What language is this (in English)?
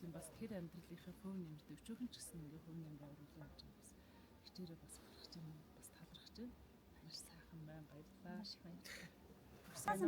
Mongolian